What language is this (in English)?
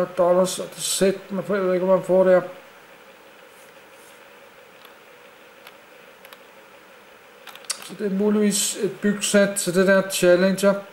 Danish